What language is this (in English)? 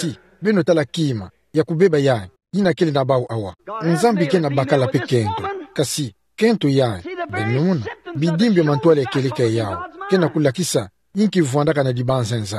Kituba (Democratic Republic of Congo)